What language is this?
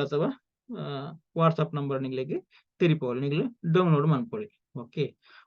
Tulu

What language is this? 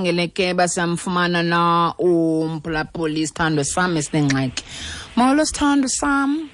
Xhosa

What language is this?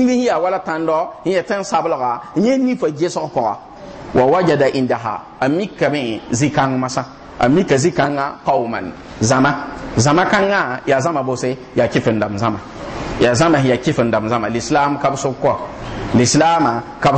Mossi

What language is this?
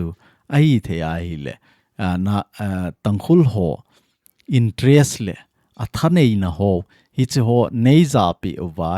Thado Chin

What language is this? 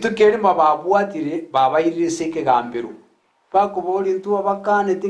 Gusii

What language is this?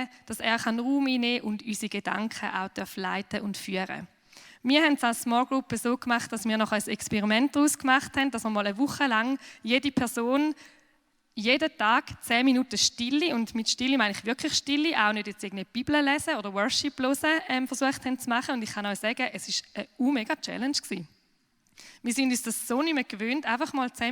Swiss German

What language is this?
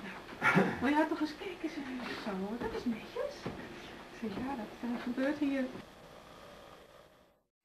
Dutch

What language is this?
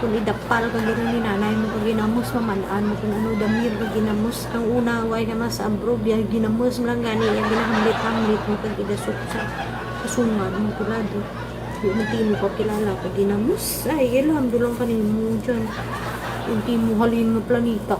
Hiligaynon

